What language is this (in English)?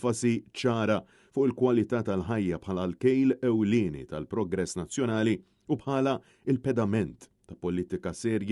Maltese